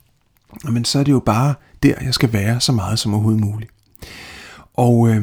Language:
Danish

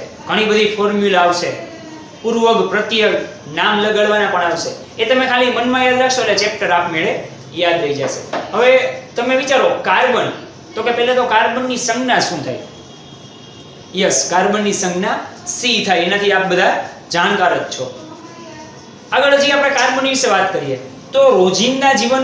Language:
Gujarati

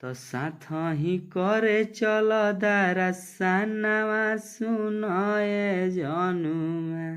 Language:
Bhojpuri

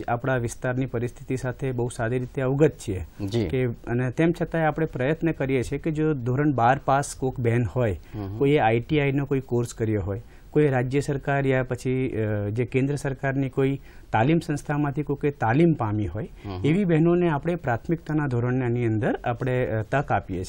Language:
Gujarati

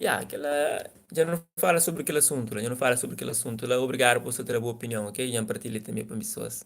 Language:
Kabuverdianu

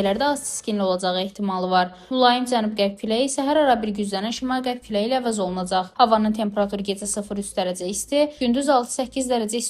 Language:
Azerbaijani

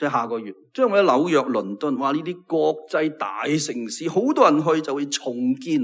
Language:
Cantonese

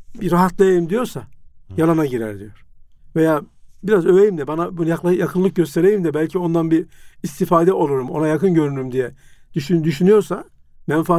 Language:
Turkish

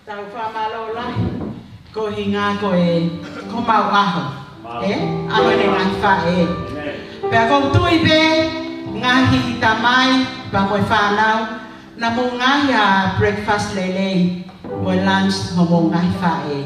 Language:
Tongan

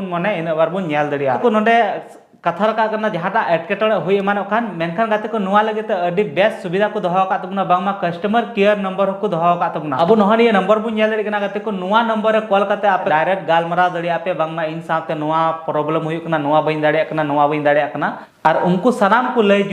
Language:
Santali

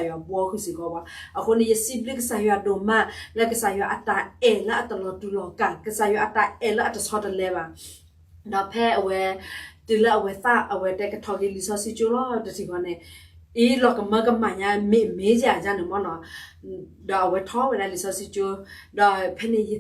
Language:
S'gaw Karen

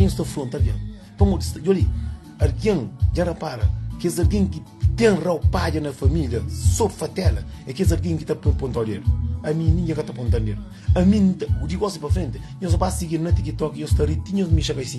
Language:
Kabuverdianu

